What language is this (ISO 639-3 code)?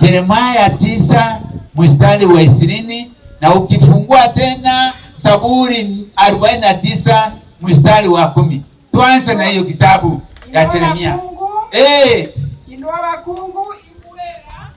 guz